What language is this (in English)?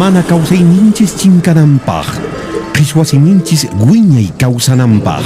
Quechua